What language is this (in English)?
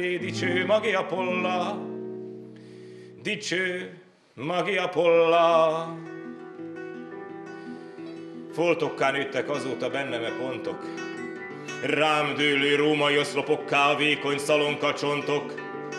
Hungarian